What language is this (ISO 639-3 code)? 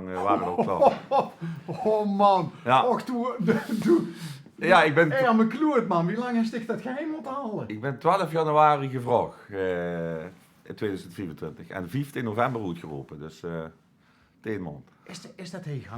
lim